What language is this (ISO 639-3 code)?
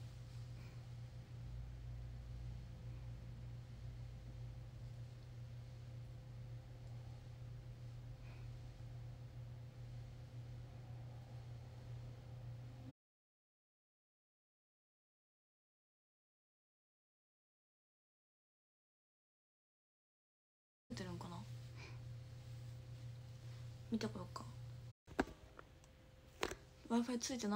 jpn